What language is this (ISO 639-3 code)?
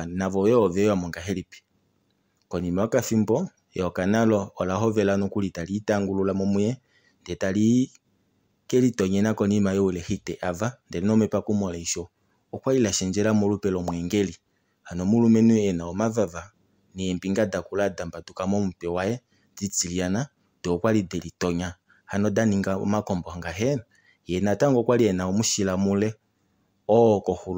kua